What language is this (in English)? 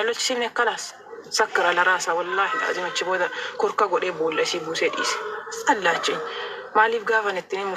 Oromo